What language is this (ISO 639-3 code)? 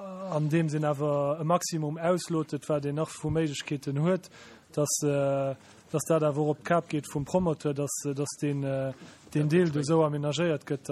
ltz